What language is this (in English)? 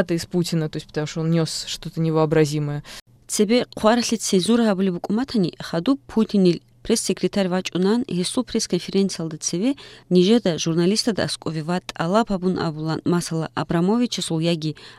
Avaric